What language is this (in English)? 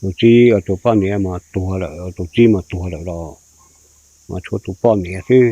Hmong